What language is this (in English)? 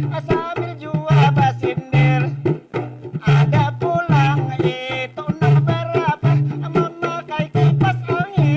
Banjar